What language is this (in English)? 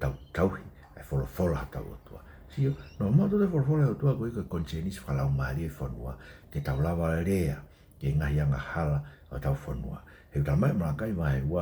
Tongan